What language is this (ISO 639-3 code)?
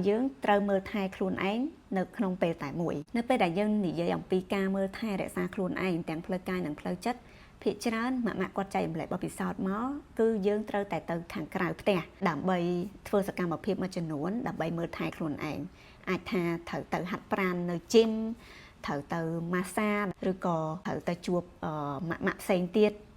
khm